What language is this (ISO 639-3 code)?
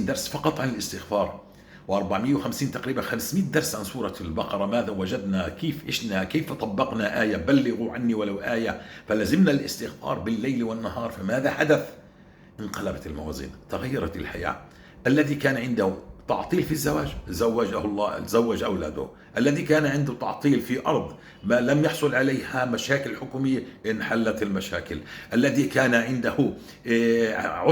apc